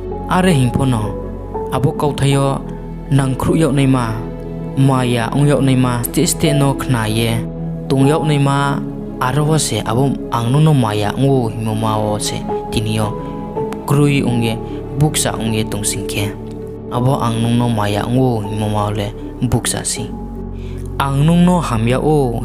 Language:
Riang (India)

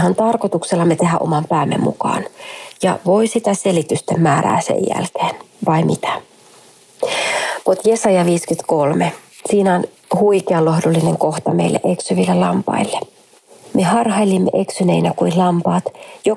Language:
Finnish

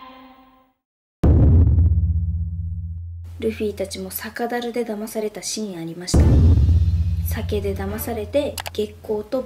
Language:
Japanese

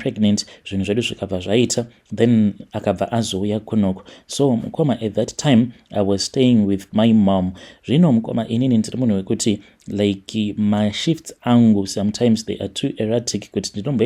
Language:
Shona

